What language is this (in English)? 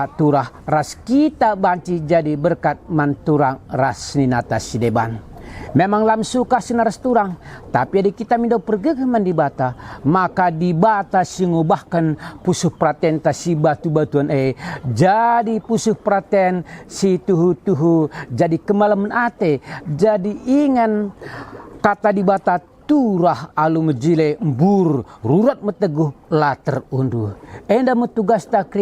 Batak Karo